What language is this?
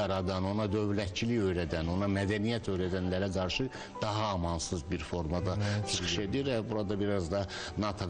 Azerbaijani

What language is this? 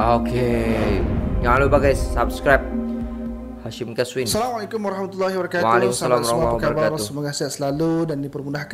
Malay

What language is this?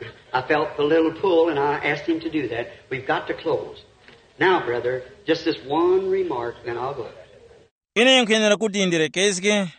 Tumbuka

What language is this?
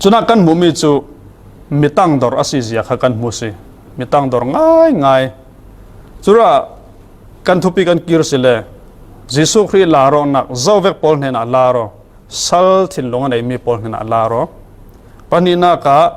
Falam Chin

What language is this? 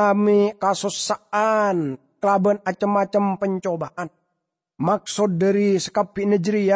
Madurese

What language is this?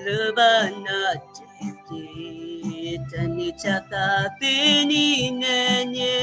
Western Kayah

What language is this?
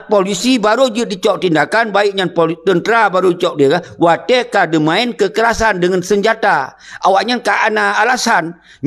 Achinese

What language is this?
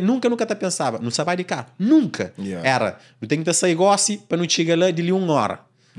Kabuverdianu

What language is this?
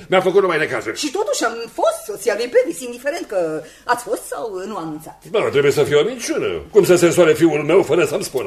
Romanian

